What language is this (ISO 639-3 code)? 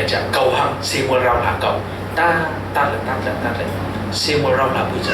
cfm